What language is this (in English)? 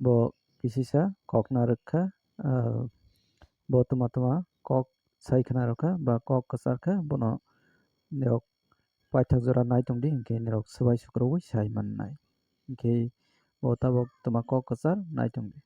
Kok Borok